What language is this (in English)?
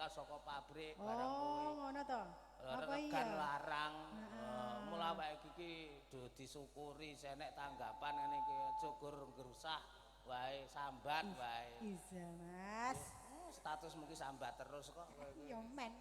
Javanese